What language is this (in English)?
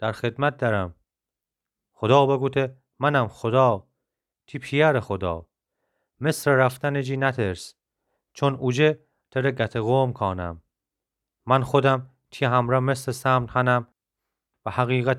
Gilaki